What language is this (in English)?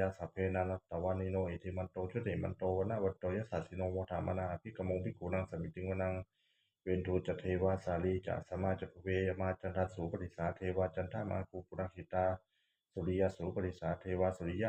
Pali